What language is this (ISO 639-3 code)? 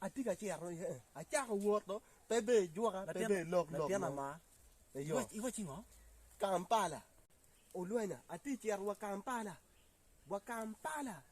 ach